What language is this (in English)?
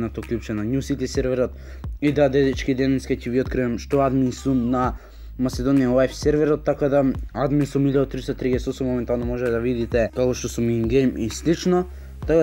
Macedonian